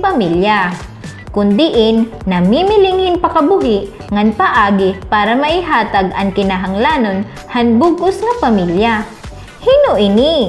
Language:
Waray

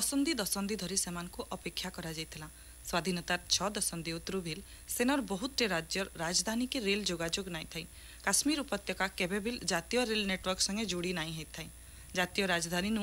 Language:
Odia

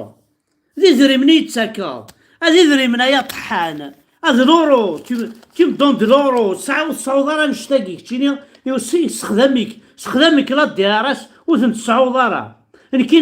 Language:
Kabyle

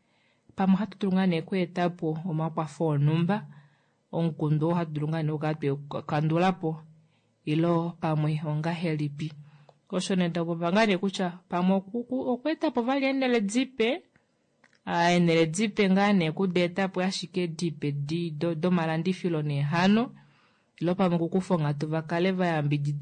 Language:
Kuanyama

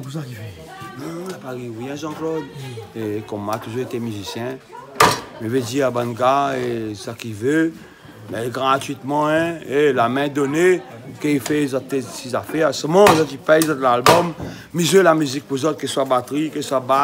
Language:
Réunion Creole French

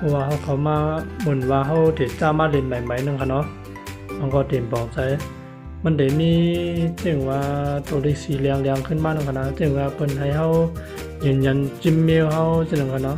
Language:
Shan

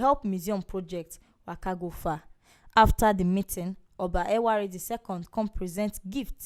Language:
Nigerian Pidgin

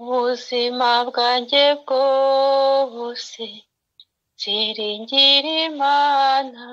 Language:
Kinyarwanda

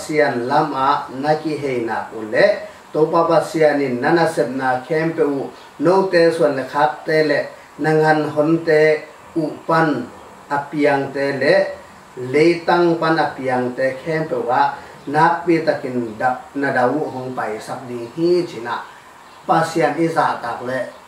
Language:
Tedim Chin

